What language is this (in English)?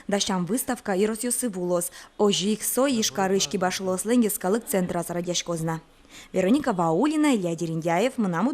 Udmurt